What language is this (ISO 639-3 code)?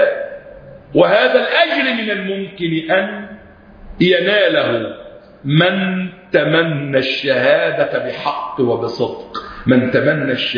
ara